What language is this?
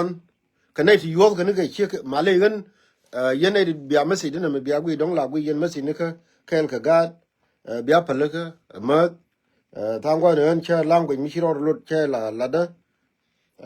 Nuer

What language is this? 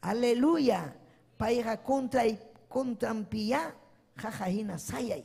Ayacucho Quechua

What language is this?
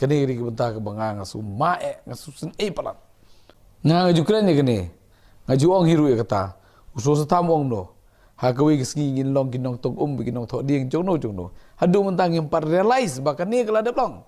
Khasi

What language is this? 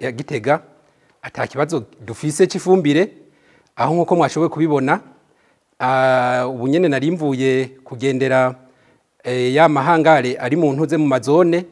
Rundi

